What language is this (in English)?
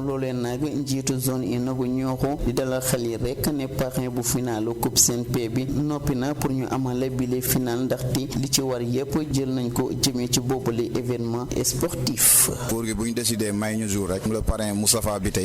Wolof